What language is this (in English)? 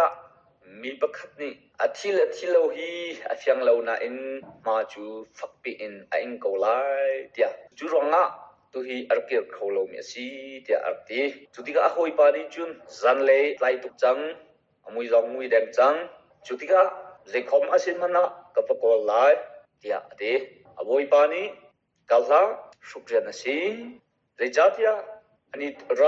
Hakha Chin